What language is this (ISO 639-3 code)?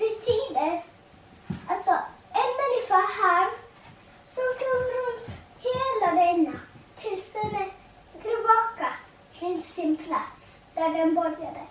fao